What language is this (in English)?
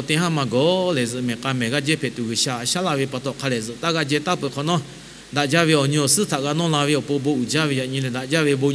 Lahu